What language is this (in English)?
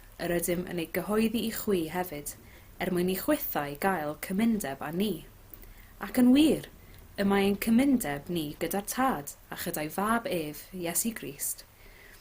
Welsh